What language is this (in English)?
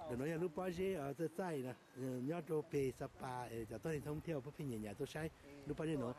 Hmong